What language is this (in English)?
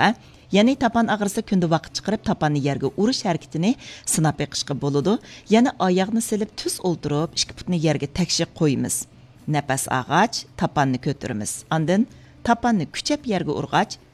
Uyghur